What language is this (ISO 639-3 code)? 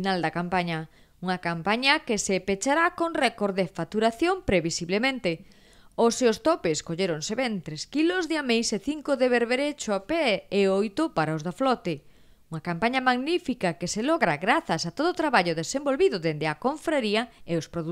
glg